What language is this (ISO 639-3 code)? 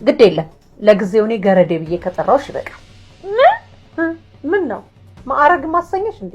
amh